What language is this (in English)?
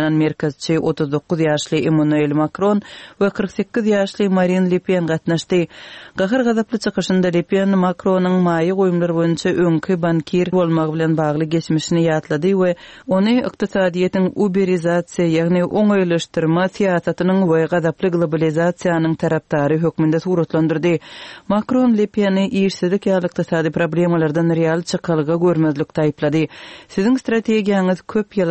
Turkmen